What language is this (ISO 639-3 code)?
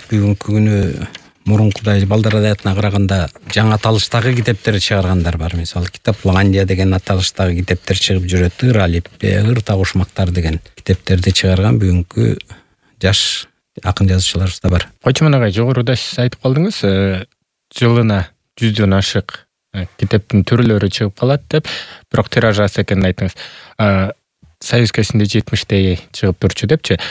kir